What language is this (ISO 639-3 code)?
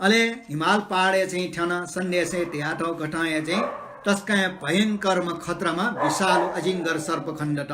new